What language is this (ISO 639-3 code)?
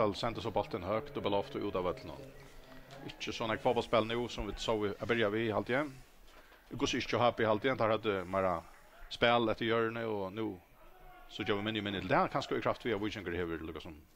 fao